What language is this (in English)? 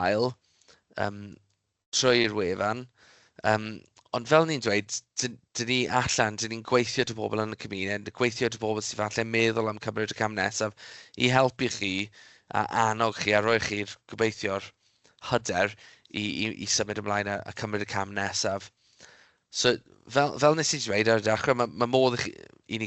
Welsh